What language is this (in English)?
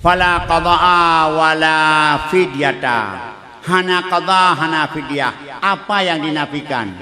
Achinese